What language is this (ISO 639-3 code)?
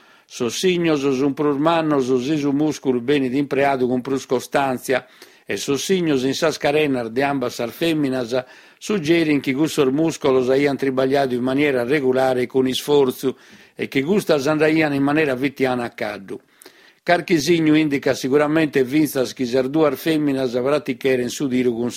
srd